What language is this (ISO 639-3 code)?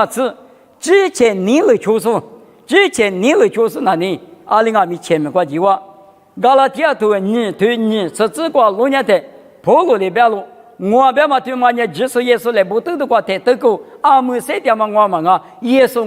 lis